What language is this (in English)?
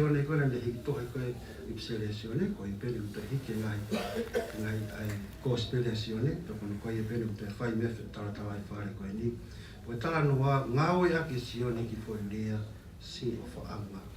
Tongan